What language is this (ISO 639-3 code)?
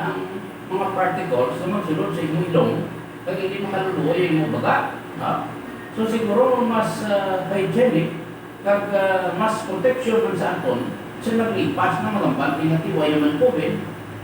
hil